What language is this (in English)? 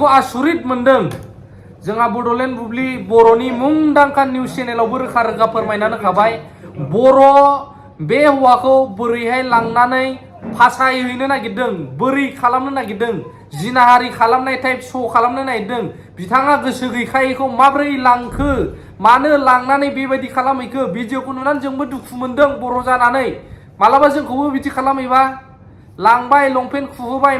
Bodo